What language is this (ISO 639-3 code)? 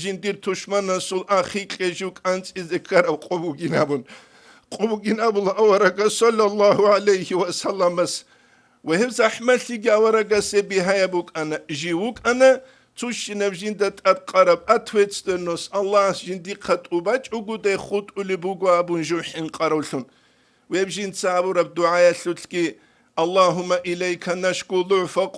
ava